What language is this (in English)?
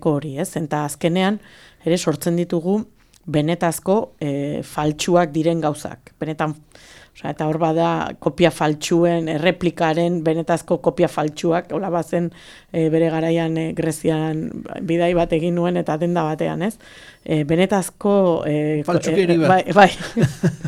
Basque